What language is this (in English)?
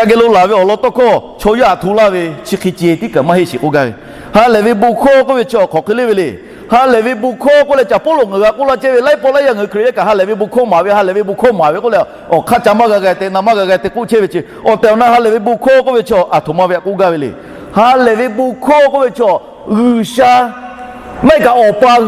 Lahu